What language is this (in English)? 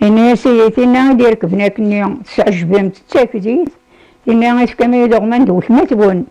Kabyle